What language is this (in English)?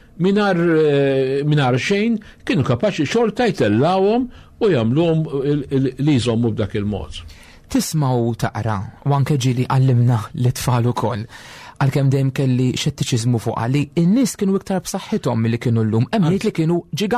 Maltese